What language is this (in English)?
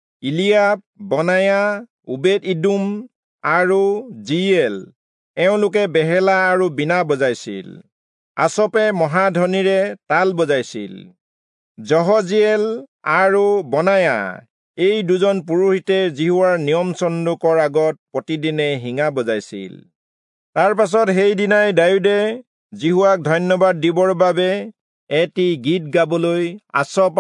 Assamese